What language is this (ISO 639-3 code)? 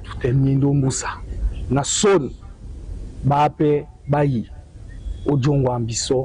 dua